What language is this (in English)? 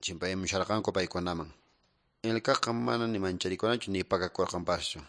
Quechua